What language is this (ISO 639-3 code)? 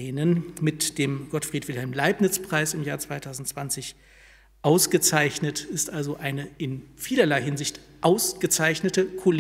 deu